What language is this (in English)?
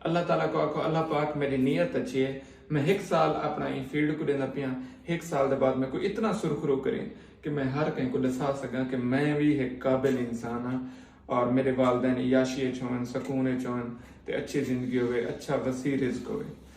Saraiki